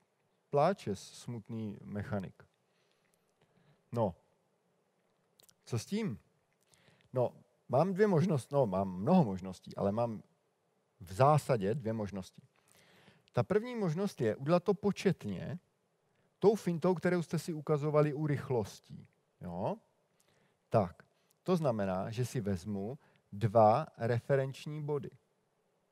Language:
Czech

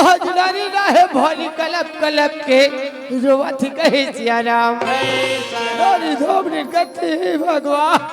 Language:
Chhattisgarhi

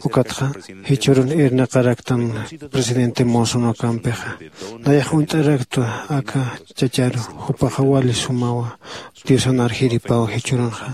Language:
Aymara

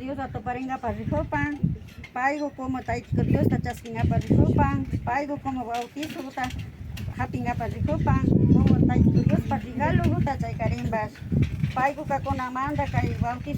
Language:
Imbabura Highland Quichua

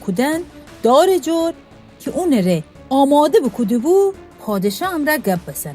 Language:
Gilaki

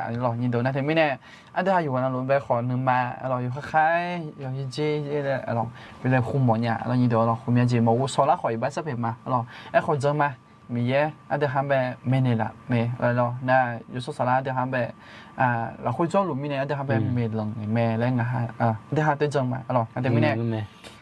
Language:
Akha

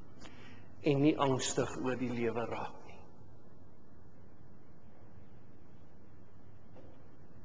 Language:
Afrikaans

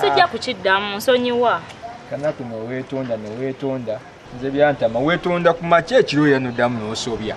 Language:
Ganda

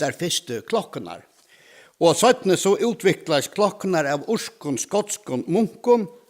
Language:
Faroese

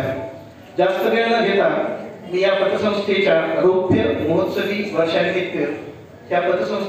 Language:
Marathi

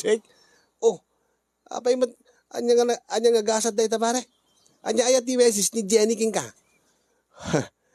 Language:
Iloko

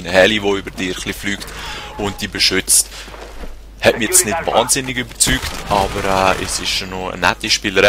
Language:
Swiss German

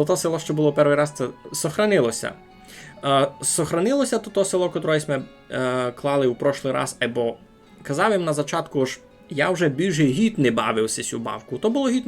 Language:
Rusyn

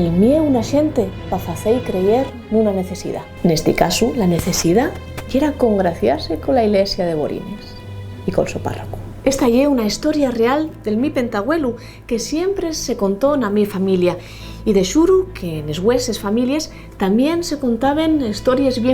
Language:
Asturian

